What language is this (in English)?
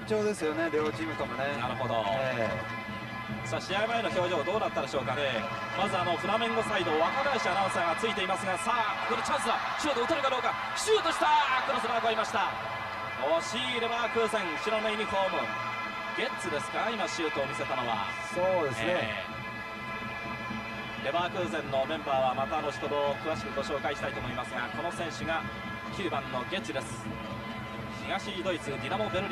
Japanese